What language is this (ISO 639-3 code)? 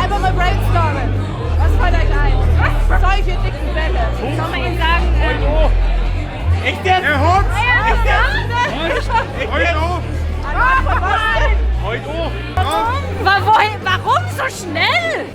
bar